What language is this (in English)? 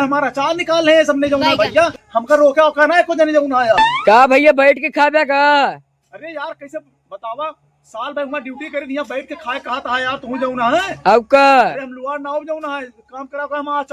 Awadhi